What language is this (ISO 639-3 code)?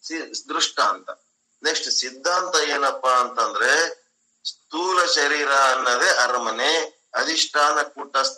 kan